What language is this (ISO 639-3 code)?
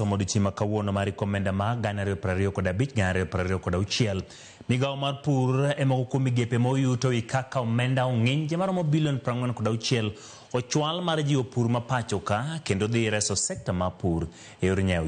luo